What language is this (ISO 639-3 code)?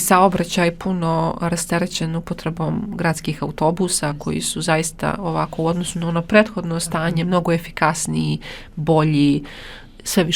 bos